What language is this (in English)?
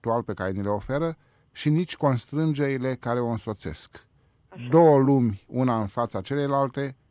Romanian